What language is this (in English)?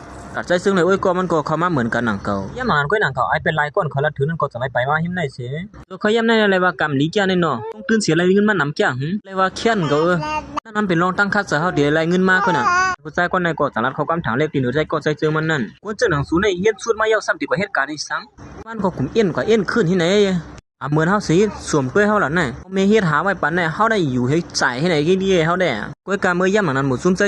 Shan